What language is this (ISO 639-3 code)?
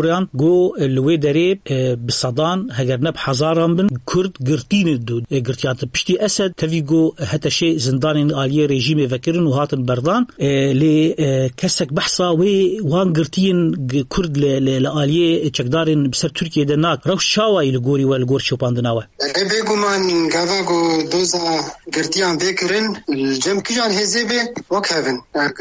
kur